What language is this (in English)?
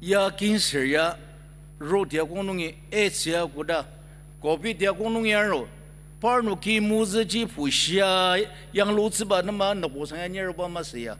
Ao Naga